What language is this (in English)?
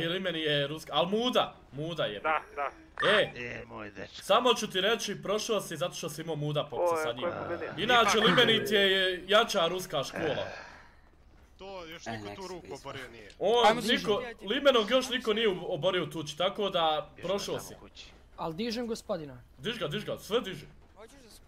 Bosnian